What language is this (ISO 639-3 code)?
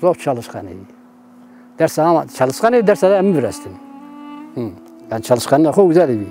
zza